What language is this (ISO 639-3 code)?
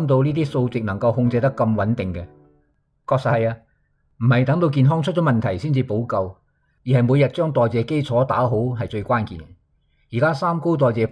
yue